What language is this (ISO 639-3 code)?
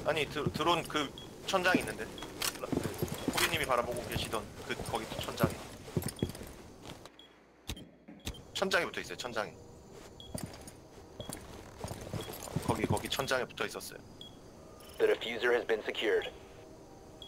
kor